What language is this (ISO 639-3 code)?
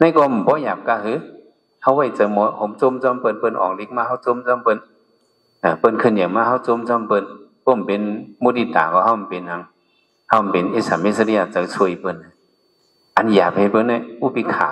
shn